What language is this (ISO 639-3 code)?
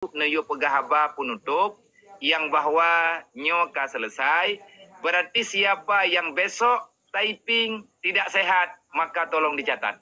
ace